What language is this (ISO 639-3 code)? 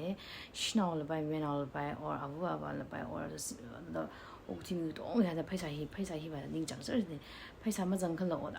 nmf